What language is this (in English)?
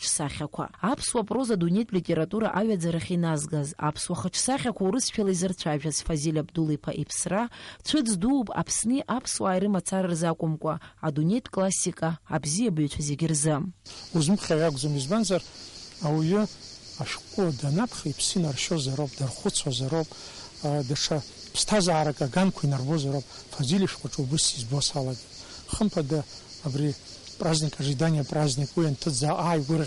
Abkhazian